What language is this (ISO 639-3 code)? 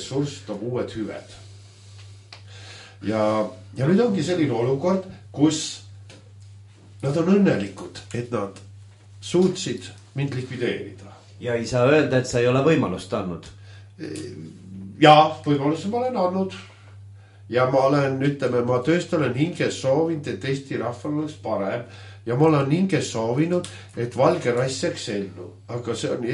est